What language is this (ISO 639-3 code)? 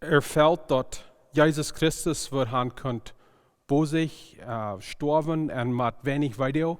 pdt